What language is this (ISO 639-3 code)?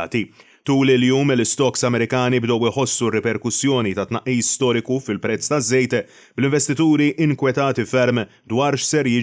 mlt